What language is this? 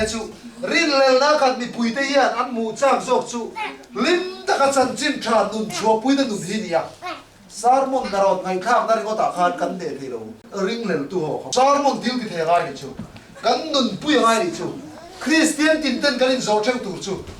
Mizo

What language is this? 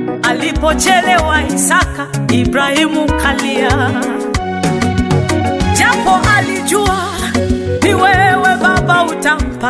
Swahili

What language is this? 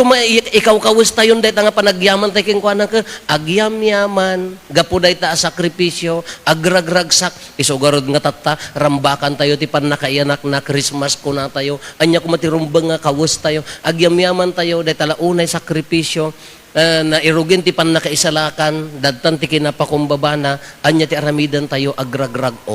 Iloko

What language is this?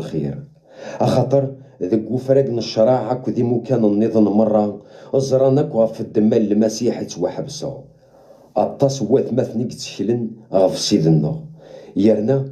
Kabyle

